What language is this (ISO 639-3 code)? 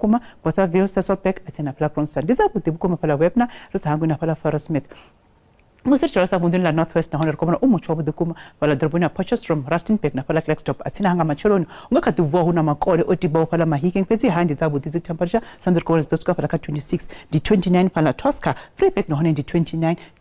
ven